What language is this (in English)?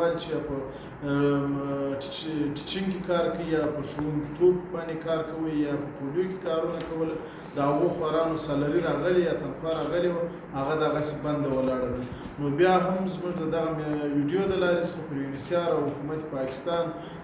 Pashto